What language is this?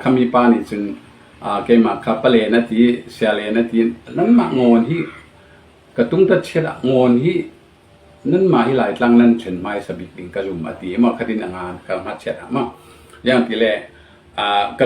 Falam Chin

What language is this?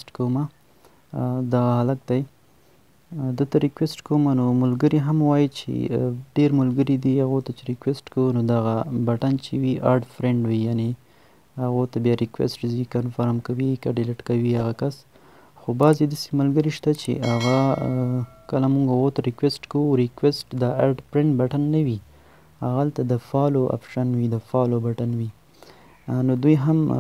Pashto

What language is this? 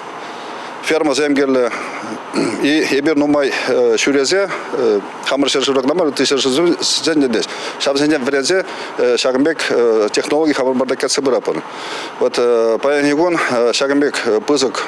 Chuvash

